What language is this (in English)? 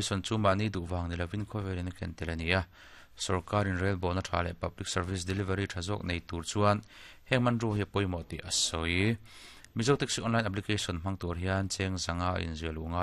Mizo